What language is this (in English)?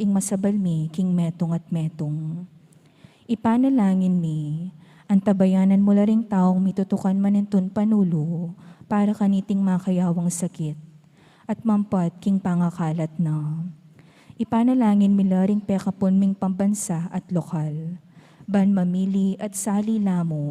Pampanga